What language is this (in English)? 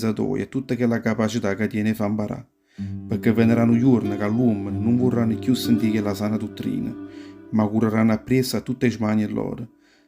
Neapolitan